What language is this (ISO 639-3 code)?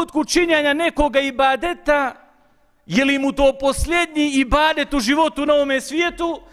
bos